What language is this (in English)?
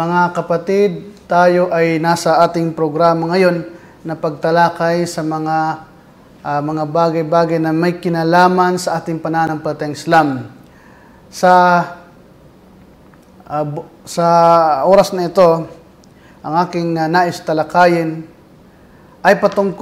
Filipino